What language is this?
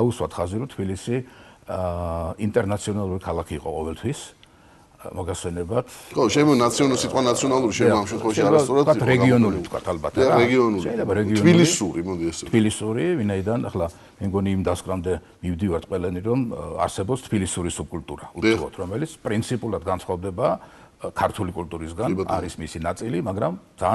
Georgian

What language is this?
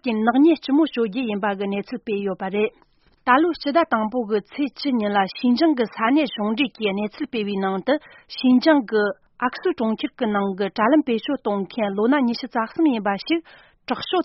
Tibetan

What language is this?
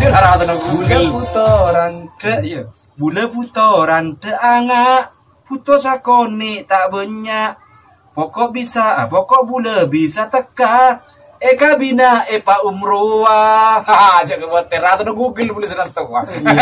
Madurese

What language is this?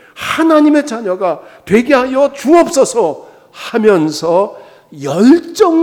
Korean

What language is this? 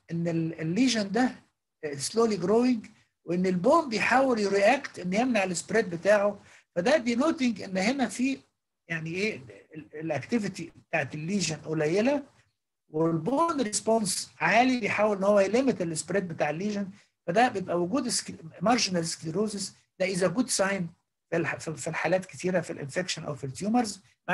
Egyptian Arabic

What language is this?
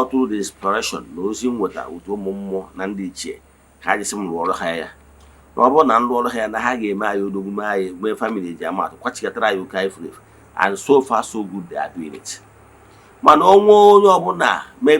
Igbo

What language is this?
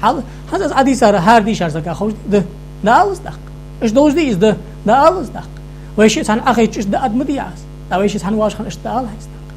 Ingush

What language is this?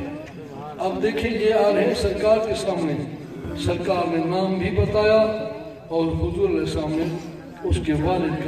Urdu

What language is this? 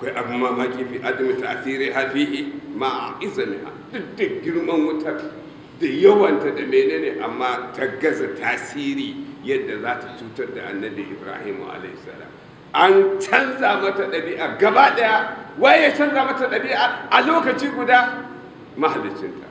Hausa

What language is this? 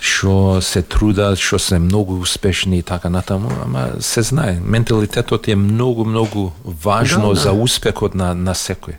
Macedonian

